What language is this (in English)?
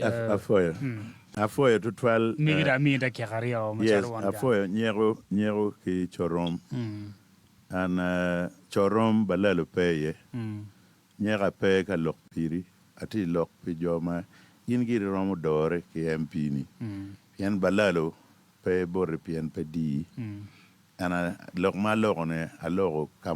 Acoli